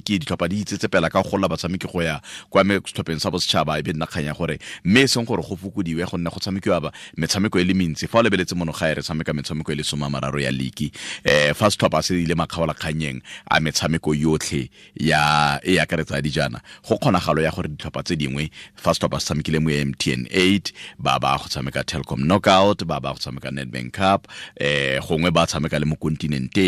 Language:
Tswana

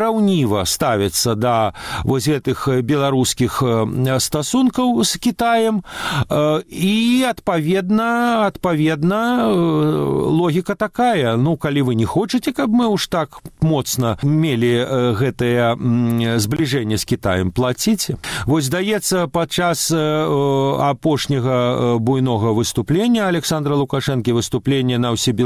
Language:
Belarusian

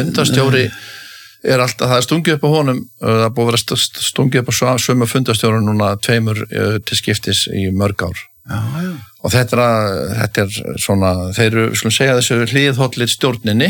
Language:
Icelandic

